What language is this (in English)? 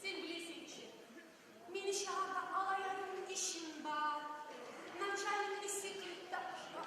Kumyk